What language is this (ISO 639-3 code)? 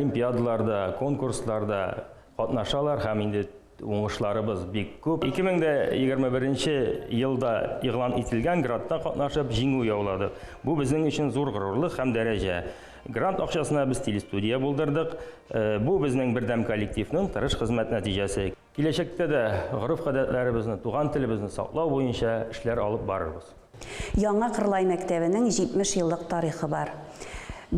tat